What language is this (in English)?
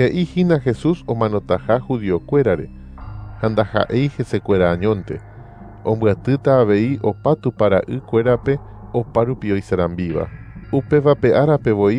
Guarani